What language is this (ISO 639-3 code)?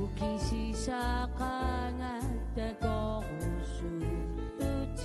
kal